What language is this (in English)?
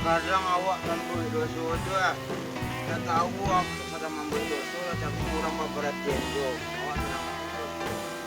Minangkabau